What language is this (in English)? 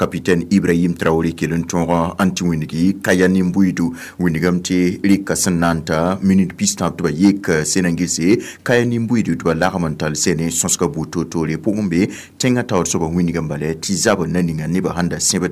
Mossi